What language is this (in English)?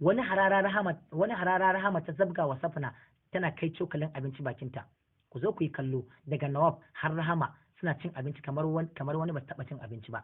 Hausa